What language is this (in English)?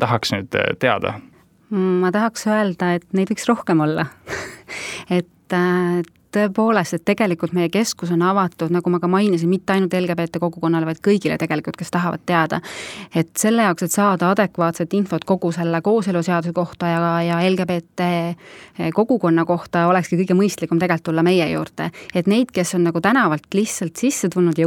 Estonian